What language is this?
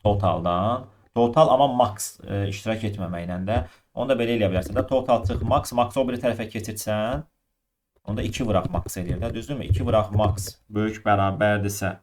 Azerbaijani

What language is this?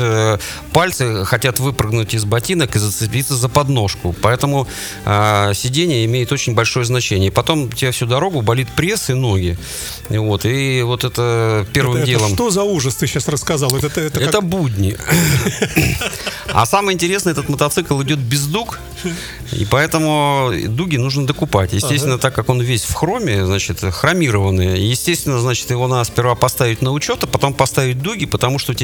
Russian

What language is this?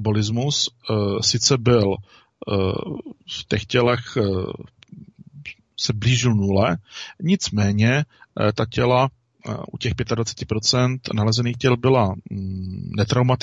Czech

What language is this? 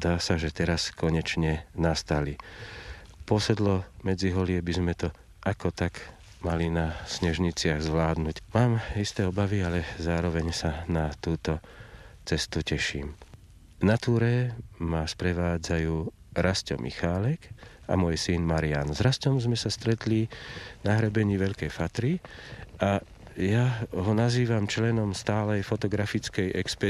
Slovak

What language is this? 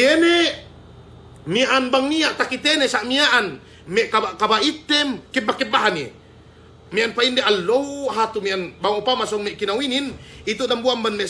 Yakan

